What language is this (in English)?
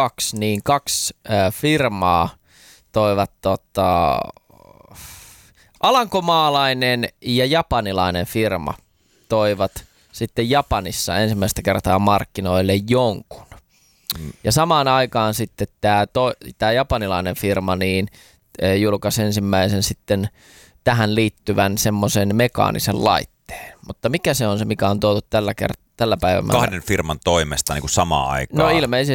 Finnish